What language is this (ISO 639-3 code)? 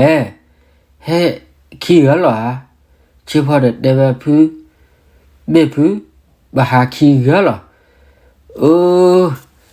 ksw